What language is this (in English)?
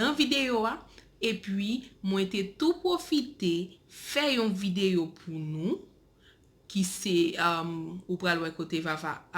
Haitian Creole